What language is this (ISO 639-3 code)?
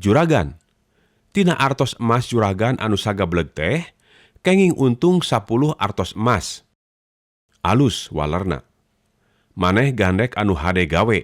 sun